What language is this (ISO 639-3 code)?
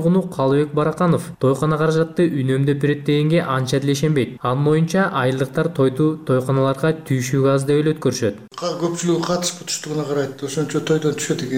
kir